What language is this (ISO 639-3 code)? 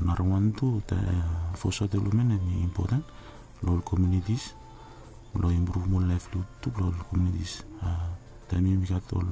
bis